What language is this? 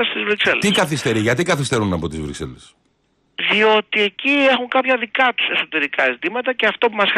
Greek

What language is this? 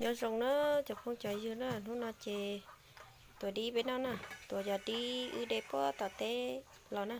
Hmong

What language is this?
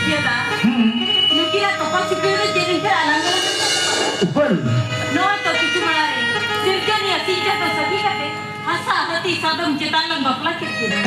Santali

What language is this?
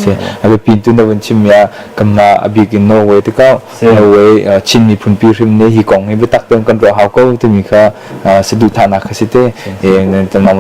Hakha Chin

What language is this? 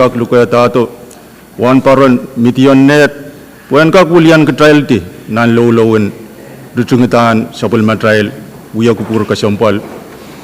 Pohnpeian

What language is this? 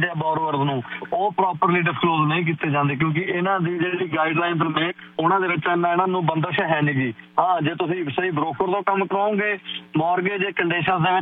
Punjabi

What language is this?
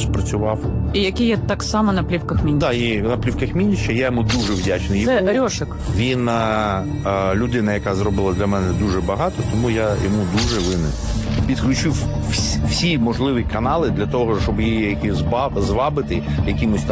Ukrainian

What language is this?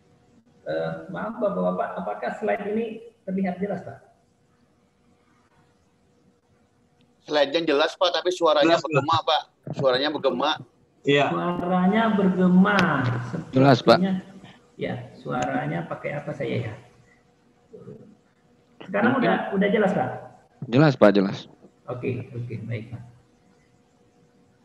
Indonesian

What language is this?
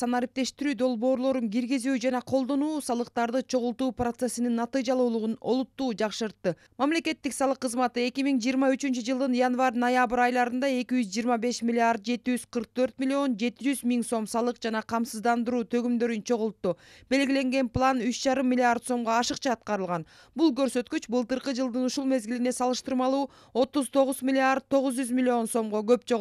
Kyrgyz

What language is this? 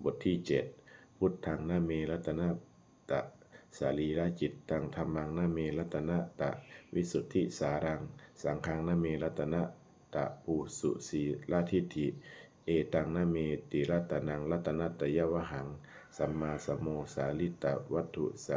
Pali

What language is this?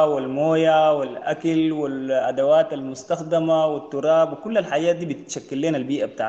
Sudanese Arabic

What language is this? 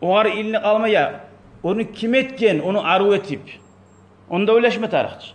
Kumyk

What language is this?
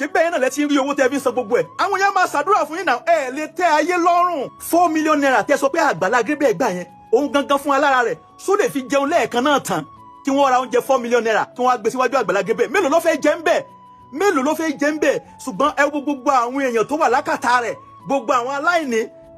Yoruba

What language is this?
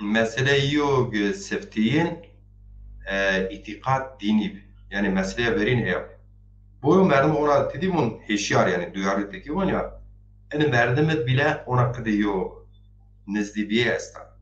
Zaza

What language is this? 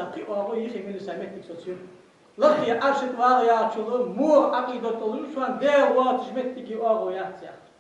Ingush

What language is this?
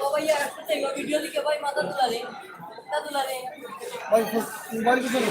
Sylheti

